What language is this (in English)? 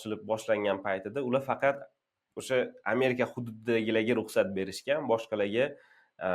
Uzbek